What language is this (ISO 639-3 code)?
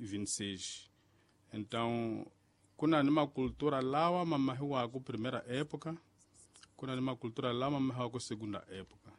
tso